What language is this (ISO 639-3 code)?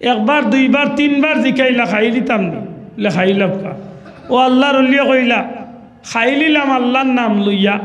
syl